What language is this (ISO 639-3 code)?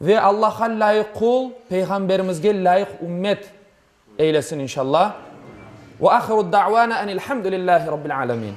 crh